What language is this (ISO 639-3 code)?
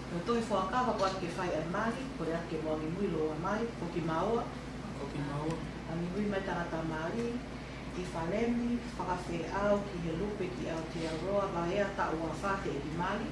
ton